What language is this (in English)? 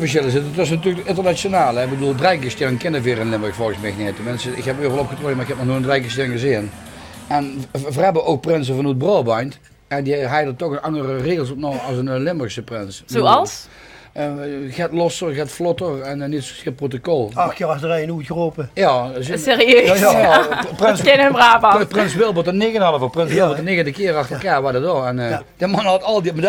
Limburgish